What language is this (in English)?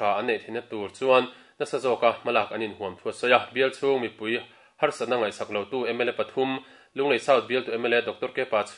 Mizo